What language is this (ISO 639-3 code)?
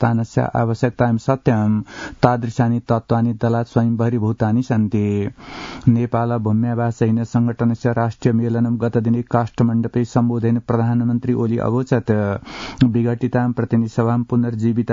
san